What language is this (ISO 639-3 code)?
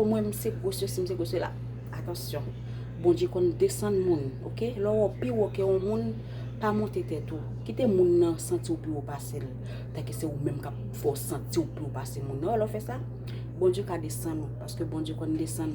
hat